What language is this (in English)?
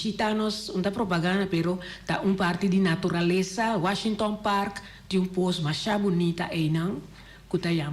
Papiamento